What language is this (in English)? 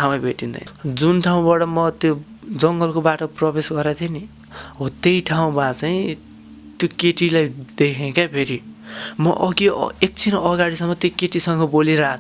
Nepali